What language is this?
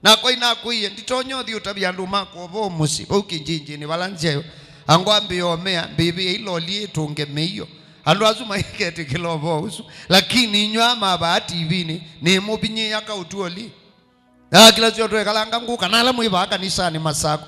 Kamba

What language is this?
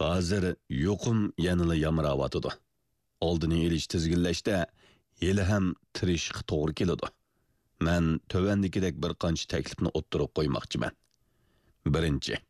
Uyghur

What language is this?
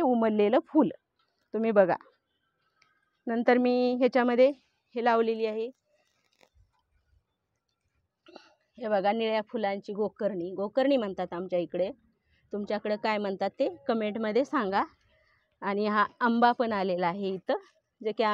Marathi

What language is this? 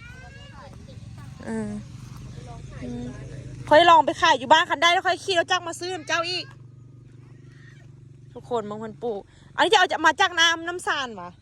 Lao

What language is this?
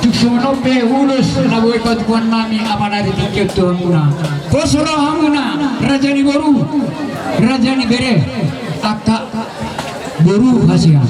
Batak Toba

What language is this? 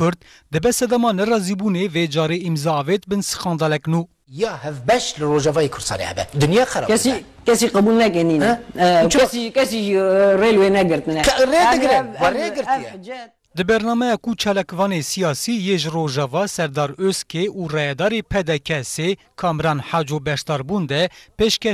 Kurdish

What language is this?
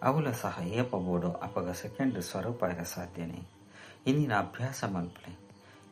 Tulu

